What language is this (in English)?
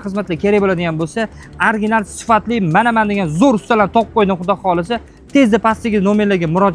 Uzbek